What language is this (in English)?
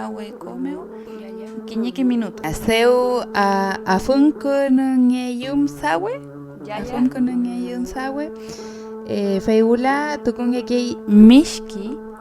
Mapuche